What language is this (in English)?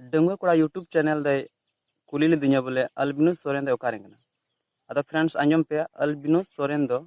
Santali